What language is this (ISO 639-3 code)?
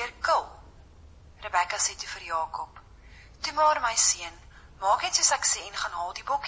afr